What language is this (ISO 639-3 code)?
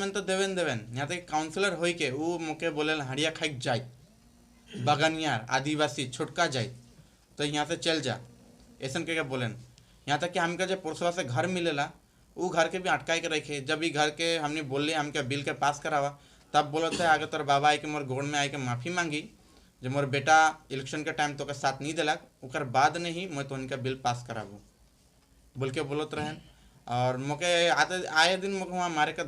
sck